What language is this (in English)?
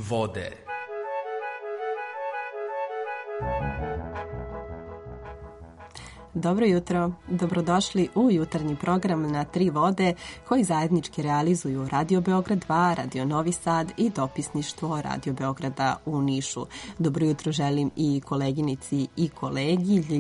Serbian